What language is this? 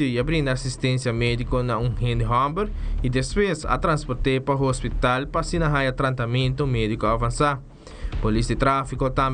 Papiamento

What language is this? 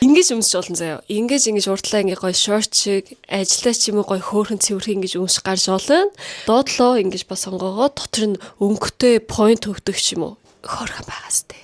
Mongolian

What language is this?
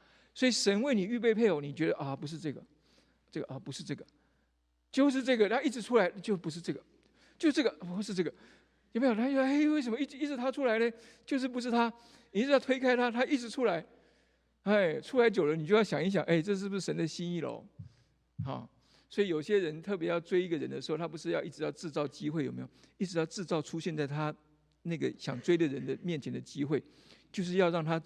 Chinese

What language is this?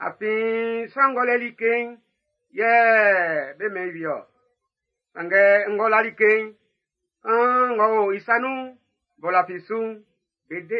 Baoulé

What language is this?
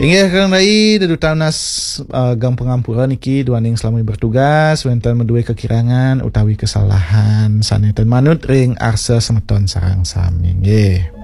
Balinese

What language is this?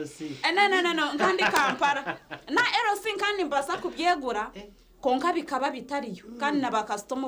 Nyankole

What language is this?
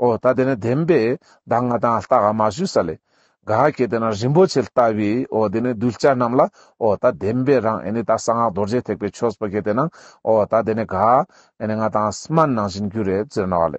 Ladakhi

